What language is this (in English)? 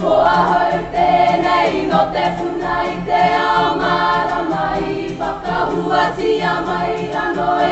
Māori